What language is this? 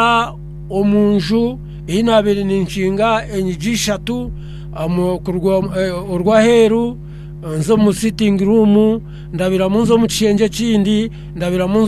Nyankole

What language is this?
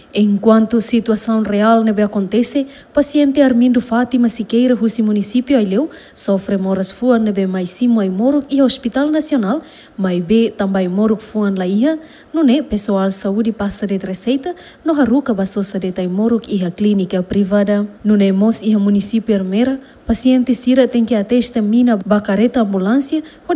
Tetum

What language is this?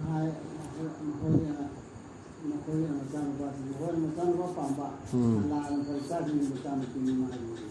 Manipuri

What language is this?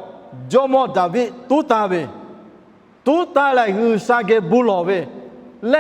Lahu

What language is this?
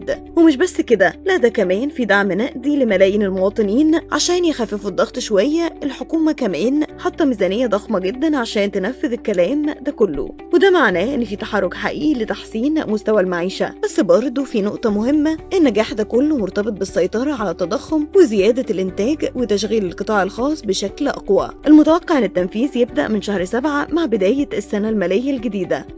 Egyptian Arabic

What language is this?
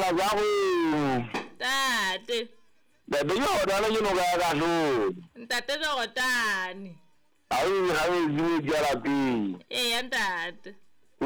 Southern Sotho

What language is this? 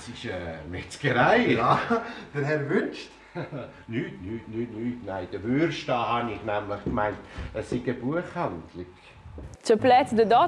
Romansh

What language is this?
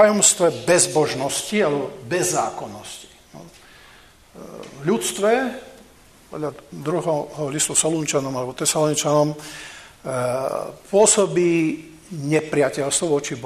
Slovak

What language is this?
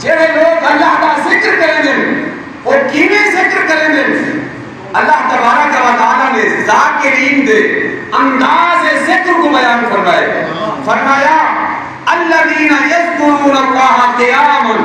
Saraiki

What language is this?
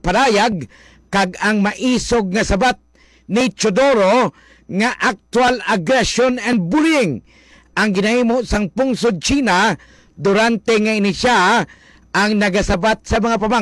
Hiligaynon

